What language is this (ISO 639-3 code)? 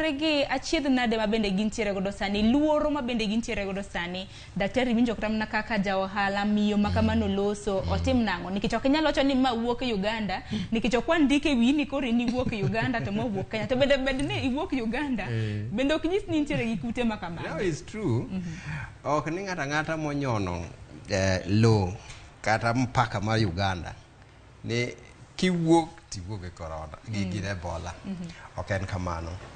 luo